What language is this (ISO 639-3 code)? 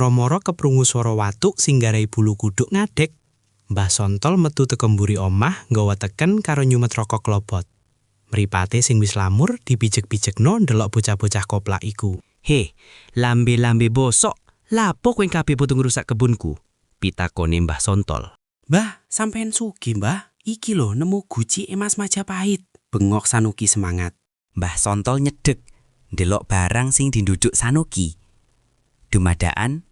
jav